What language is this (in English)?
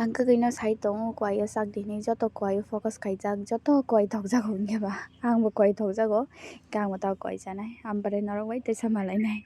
Kok Borok